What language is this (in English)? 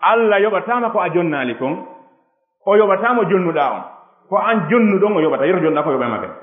Fula